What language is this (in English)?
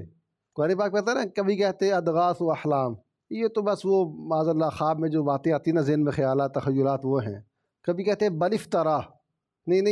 Urdu